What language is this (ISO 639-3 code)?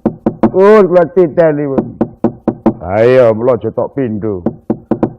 jav